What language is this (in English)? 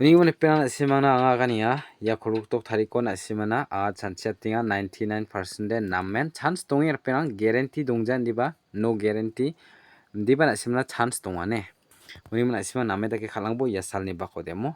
Garo